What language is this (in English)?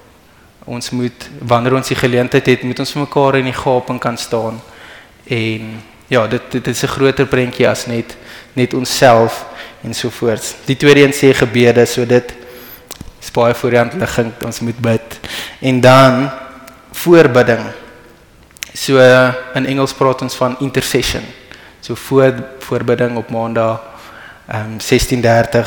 Afrikaans